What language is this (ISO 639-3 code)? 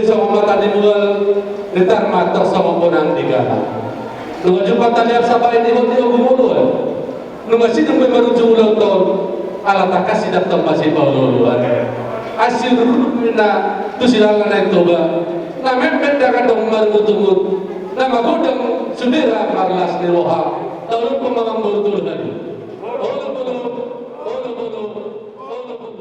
bbc